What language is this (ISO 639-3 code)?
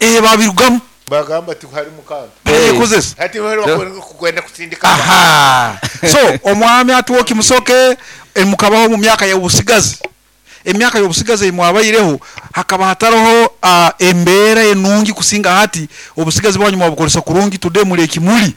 nyo